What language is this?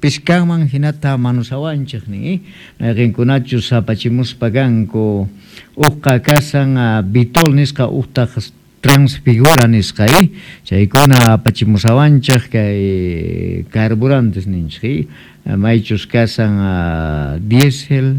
South Bolivian Quechua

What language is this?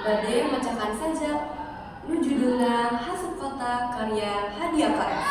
Sundanese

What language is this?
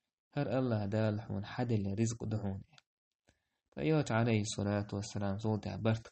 Chechen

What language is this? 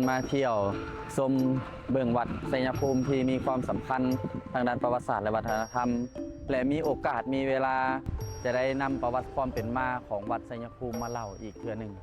Lao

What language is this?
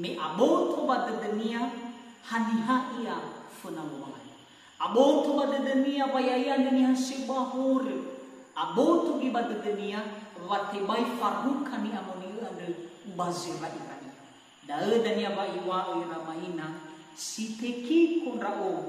Nias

